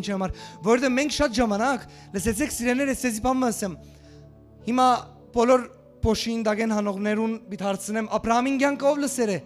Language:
Western Armenian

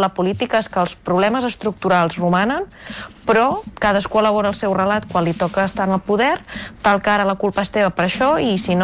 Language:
Catalan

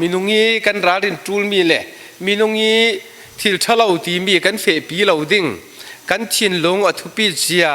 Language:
Falam Chin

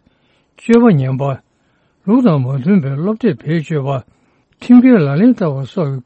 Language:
Tibetan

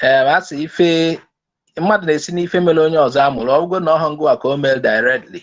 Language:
Igbo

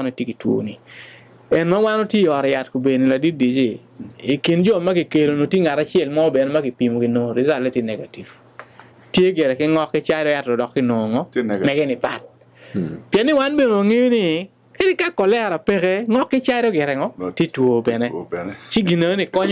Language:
Acoli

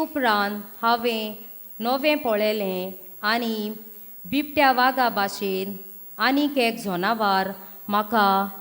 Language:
Konkani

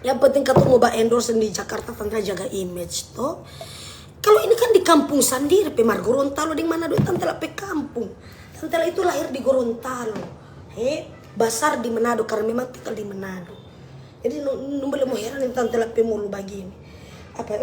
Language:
Manado Malay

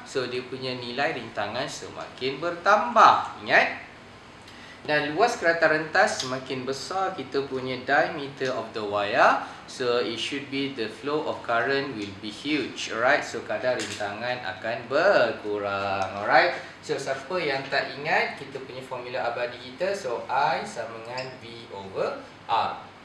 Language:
Malay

